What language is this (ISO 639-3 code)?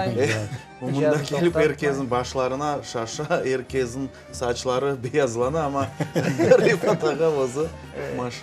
crh